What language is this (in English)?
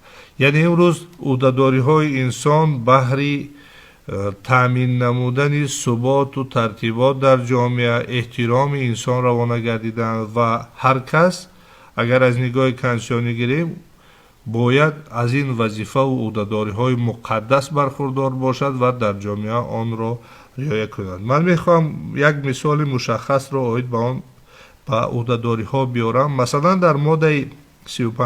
Tajik